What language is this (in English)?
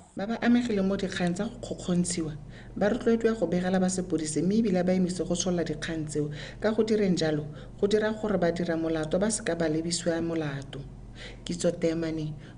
Tswana